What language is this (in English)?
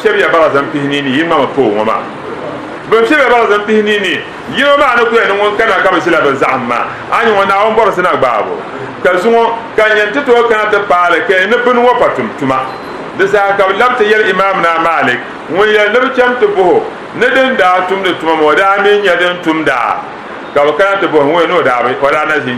Dagbani